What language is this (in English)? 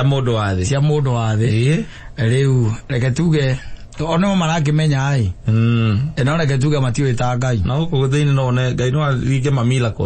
Kikuyu